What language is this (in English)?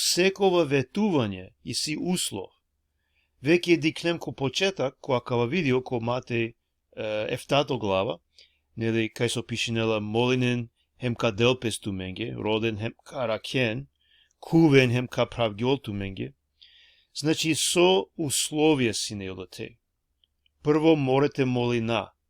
Balkan Romani